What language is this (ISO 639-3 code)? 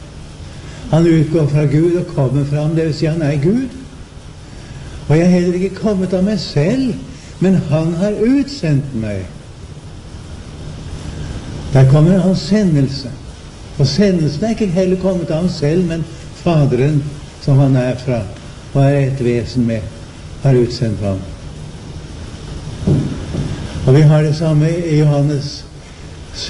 nor